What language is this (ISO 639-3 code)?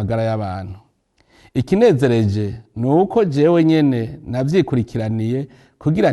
run